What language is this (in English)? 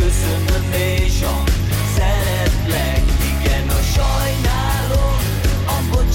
Hungarian